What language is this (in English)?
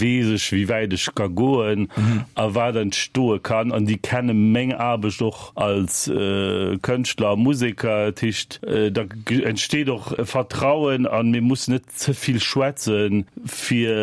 Luxembourgish